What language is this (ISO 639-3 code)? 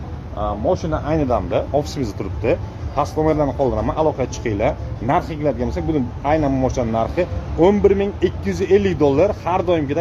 uzb